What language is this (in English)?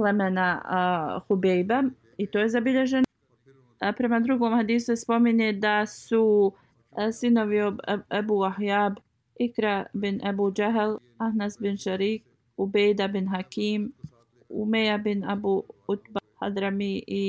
Bosnian